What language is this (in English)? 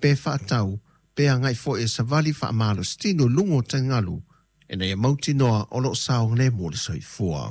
Samoan